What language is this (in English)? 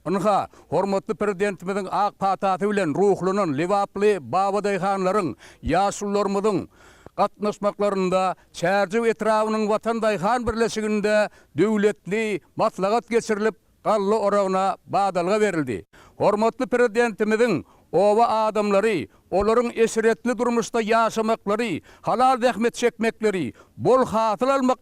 Turkmen